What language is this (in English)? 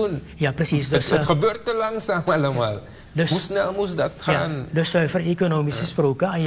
Dutch